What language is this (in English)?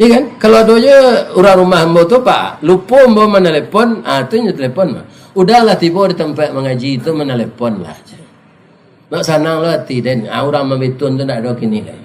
Minangkabau